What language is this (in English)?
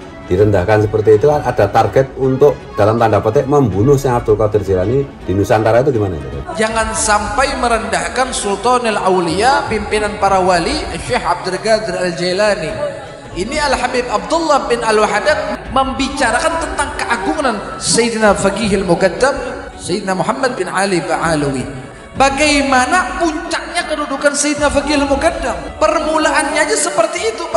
Indonesian